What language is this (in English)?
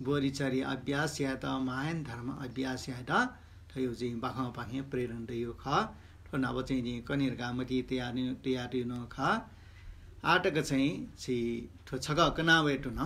Newari